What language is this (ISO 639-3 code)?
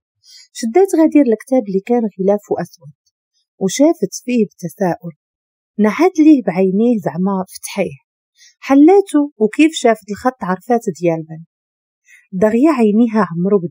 ary